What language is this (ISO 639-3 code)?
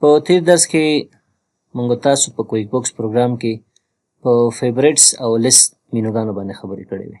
pus